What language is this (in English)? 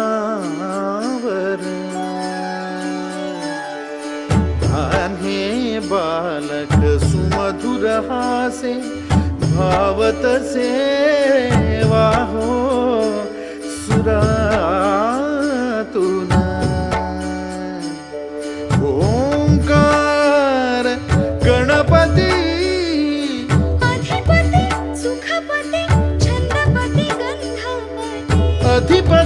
Marathi